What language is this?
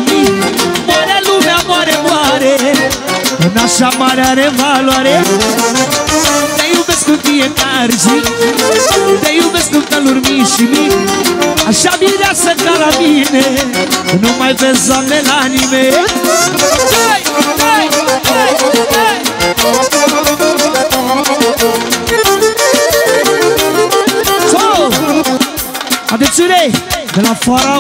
Romanian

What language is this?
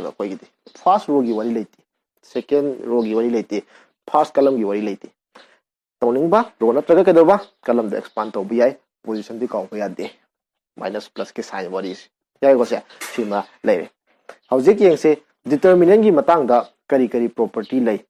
Manipuri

